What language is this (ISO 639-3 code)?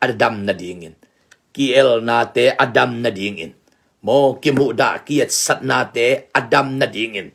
ctd